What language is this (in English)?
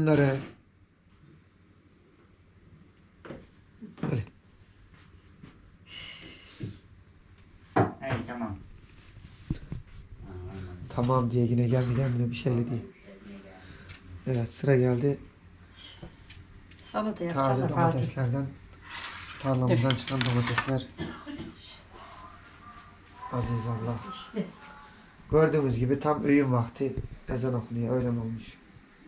Turkish